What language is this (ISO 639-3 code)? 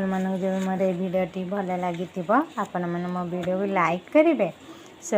ori